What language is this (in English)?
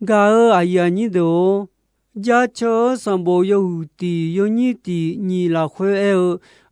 Akha